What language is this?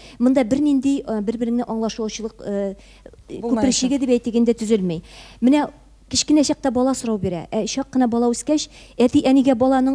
Tatar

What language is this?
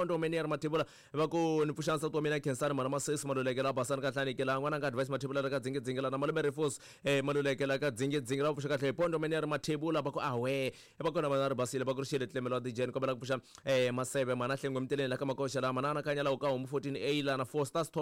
Tsonga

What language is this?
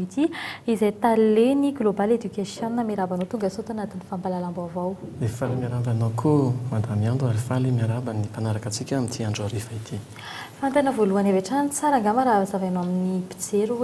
Malagasy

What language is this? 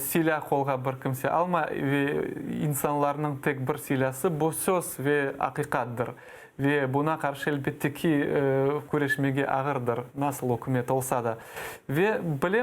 Crimean Tatar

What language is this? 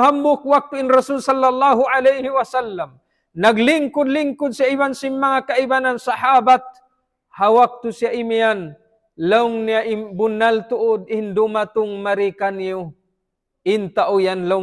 Tausug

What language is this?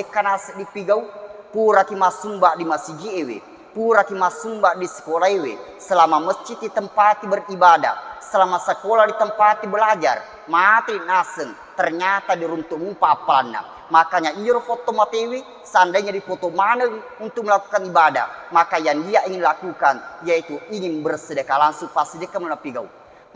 Buginese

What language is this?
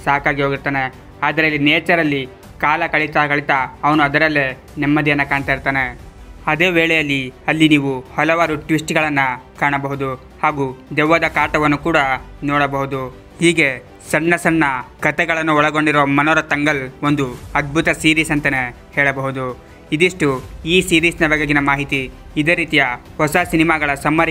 Kannada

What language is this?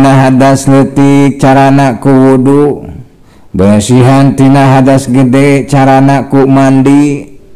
Sundanese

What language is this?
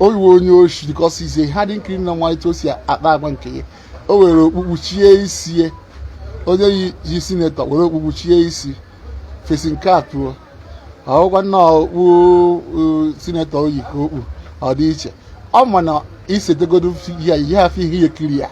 Igbo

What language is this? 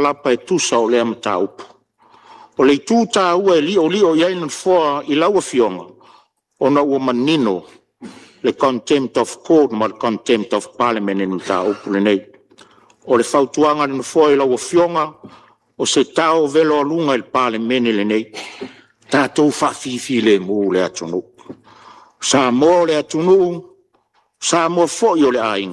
Samoan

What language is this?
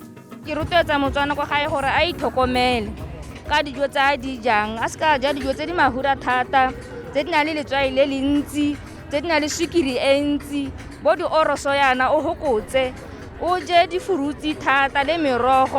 Tswana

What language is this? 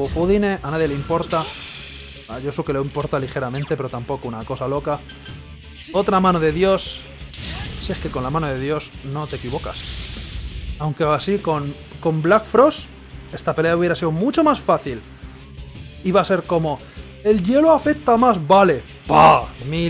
Spanish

